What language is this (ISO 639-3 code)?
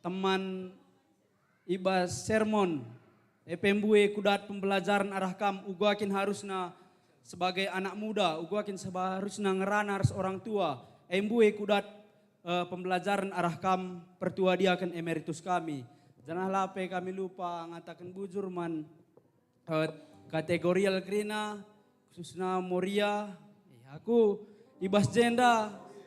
btx